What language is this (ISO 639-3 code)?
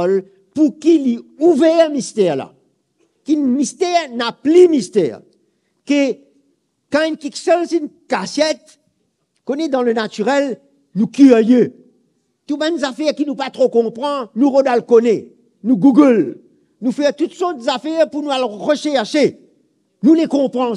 mfe